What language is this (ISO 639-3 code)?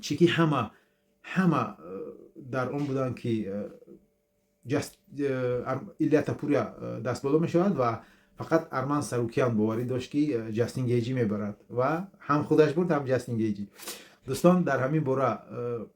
tgk